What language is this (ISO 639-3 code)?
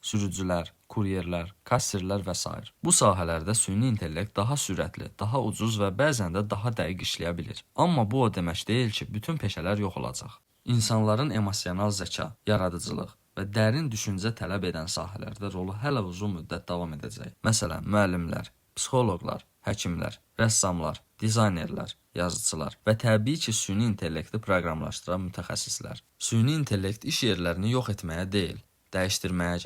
aze